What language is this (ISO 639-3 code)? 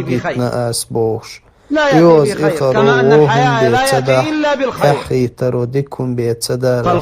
che